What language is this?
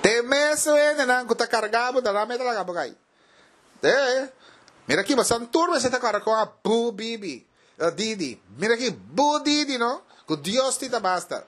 Papiamento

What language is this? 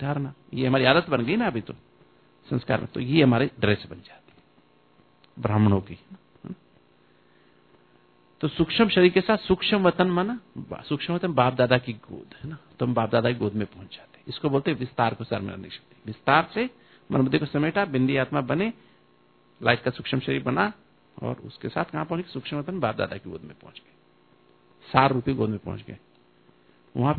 Hindi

